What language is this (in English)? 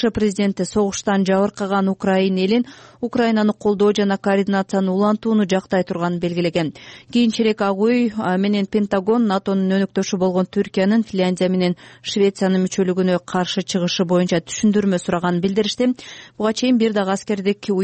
Kyrgyz